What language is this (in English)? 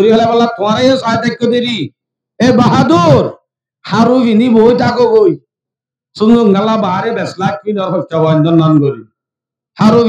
Rohingya